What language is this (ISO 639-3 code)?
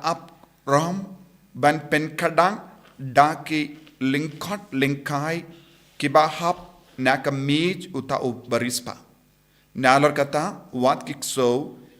kha